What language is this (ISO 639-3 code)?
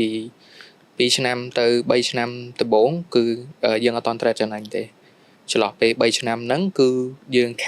khm